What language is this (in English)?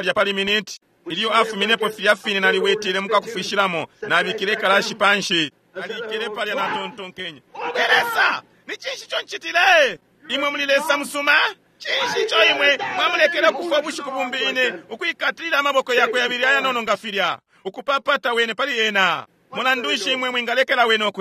Bemba